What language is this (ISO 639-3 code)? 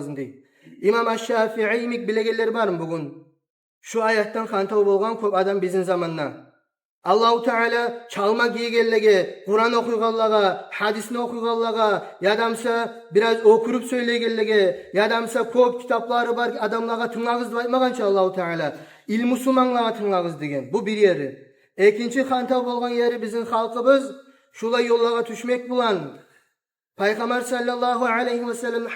kum